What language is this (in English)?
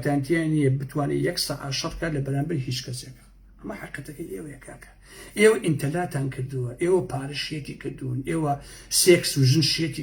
Central Kurdish